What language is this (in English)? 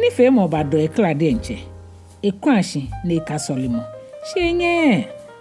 Ga